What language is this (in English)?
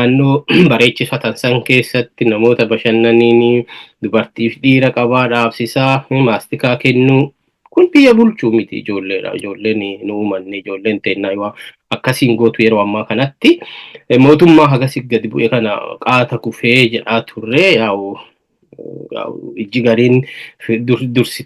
Oromo